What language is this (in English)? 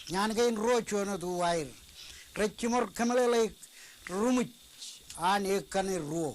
Marshallese